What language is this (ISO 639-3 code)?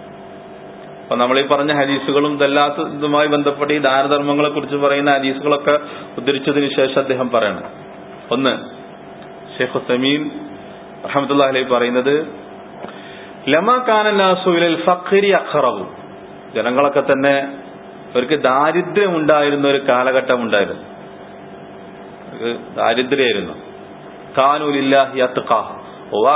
mal